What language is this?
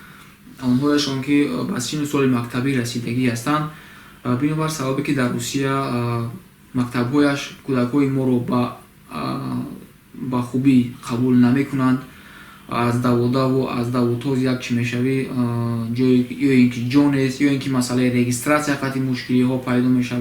Tajik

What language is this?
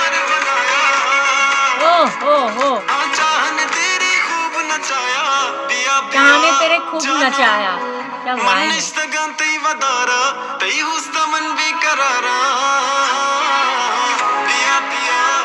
Hindi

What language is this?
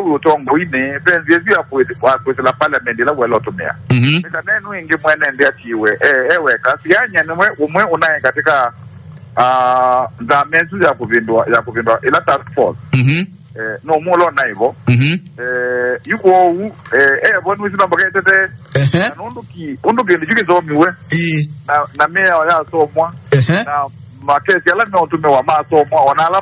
Kamba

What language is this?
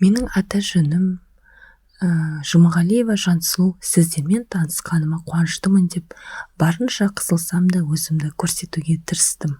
Kazakh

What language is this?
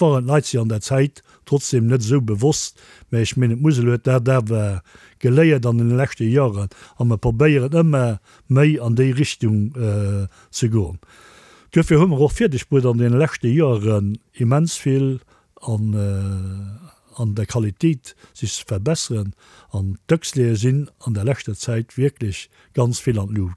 Luxembourgish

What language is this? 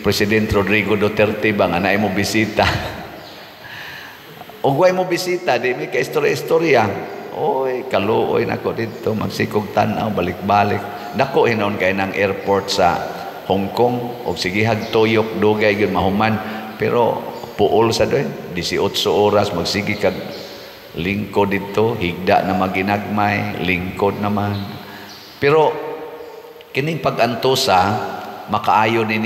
Cebuano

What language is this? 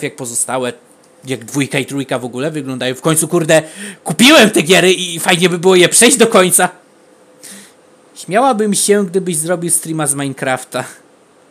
Polish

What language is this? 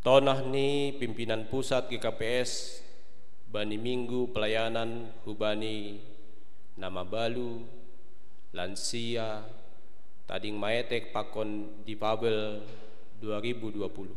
Batak Simalungun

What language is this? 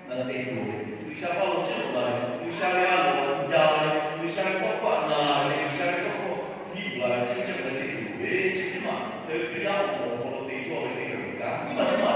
Lahu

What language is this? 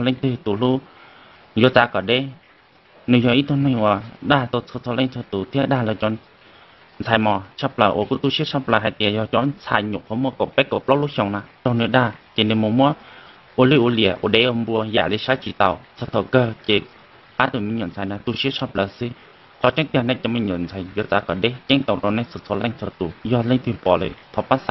Hmong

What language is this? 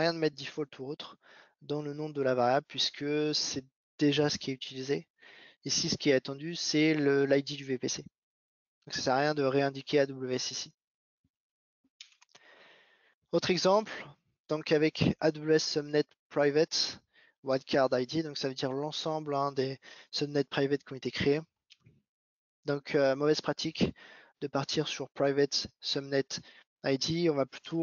French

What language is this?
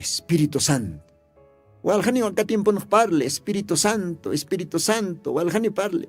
Aymara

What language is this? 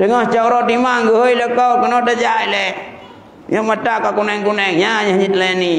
Achinese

